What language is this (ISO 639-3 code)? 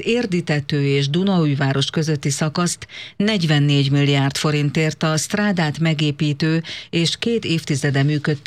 hun